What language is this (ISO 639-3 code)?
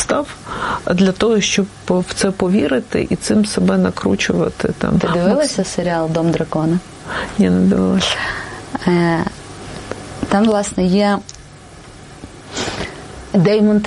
ukr